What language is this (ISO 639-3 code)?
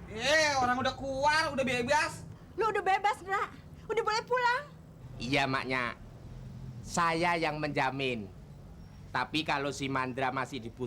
bew